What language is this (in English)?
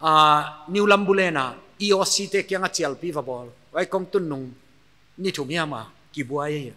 Paite Chin